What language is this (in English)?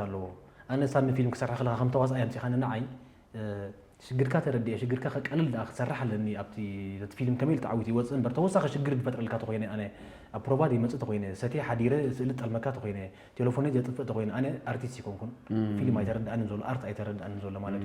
Tigrinya